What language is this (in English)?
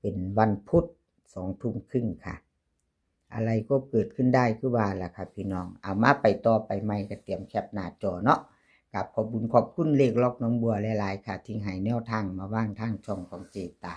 Northeastern Thai